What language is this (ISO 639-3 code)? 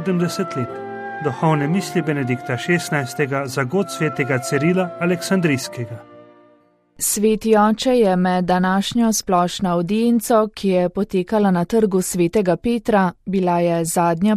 slv